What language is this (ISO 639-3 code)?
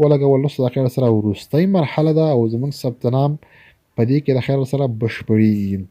pus